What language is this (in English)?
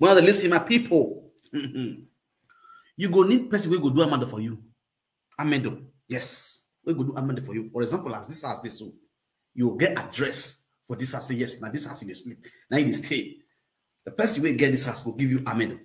Nigerian Pidgin